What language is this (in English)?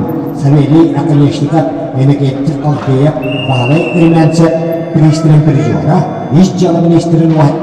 Yakut